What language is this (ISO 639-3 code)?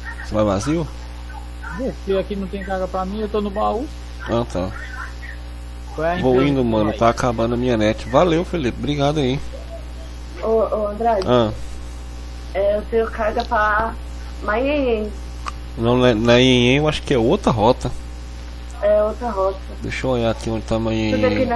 por